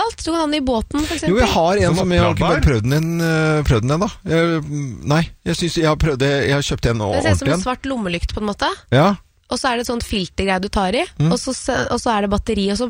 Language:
Norwegian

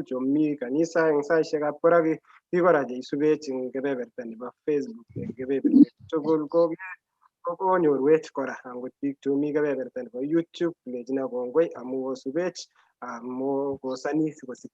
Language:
Kalenjin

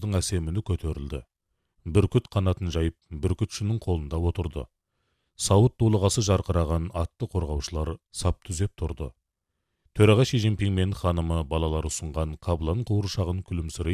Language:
Kazakh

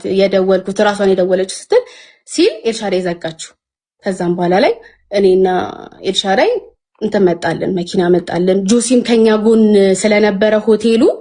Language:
Amharic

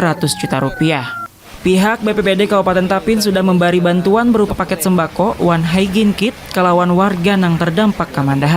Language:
Banjar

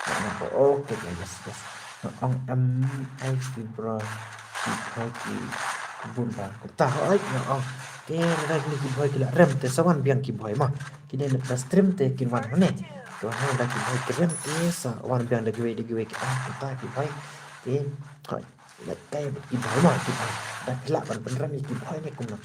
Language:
Khasi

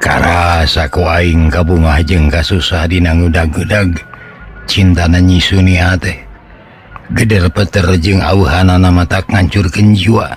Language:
Sundanese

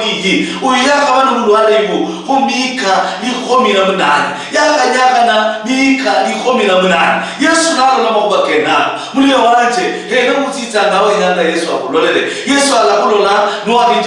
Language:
Luyia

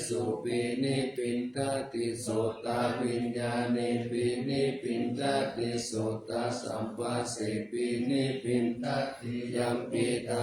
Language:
Pali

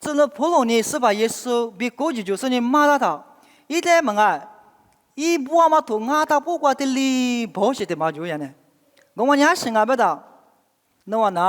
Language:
Lisu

